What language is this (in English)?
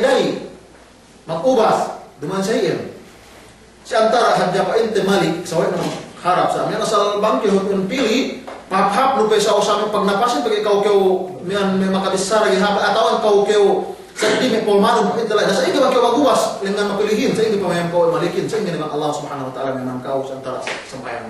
Yakan